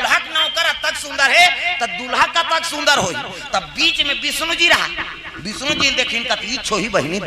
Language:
Chhattisgarhi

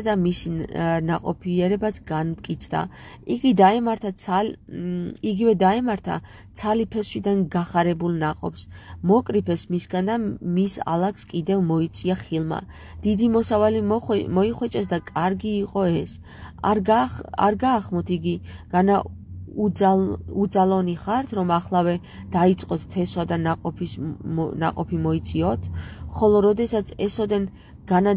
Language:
Georgian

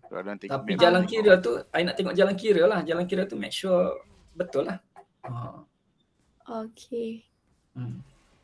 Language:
Malay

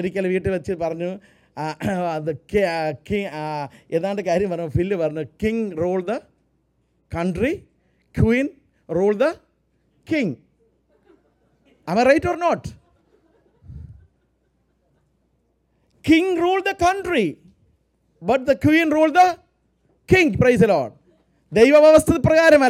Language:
Malayalam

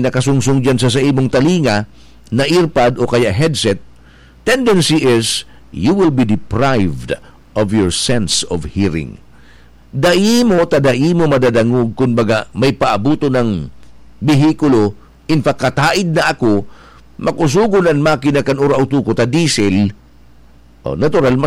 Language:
Bikol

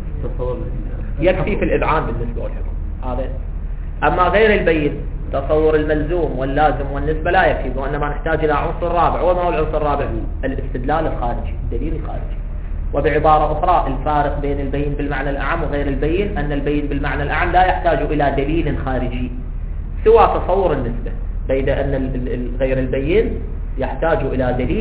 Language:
Arabic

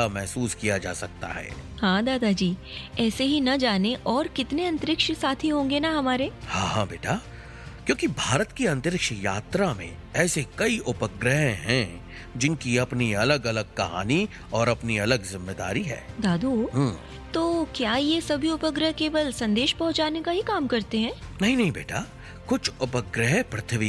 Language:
Hindi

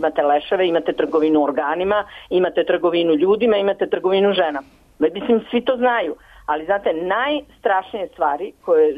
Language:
Serbian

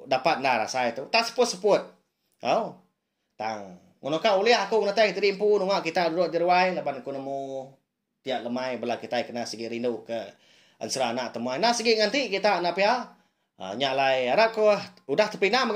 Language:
Iban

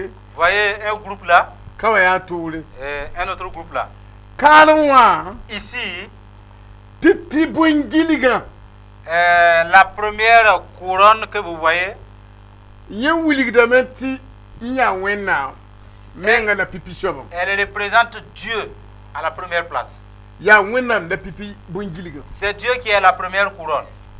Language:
Mossi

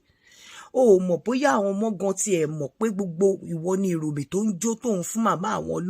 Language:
Yoruba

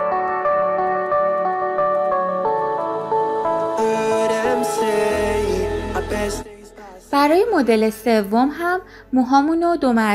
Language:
Persian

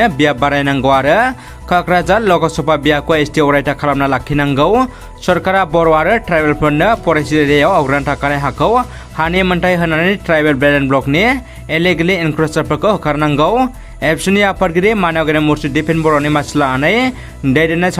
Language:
Bodo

